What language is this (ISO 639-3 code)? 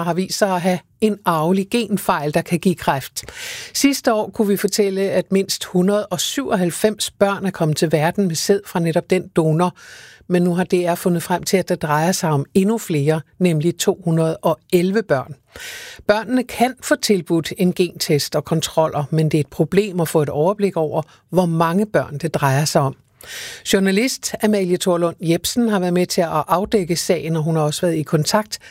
dan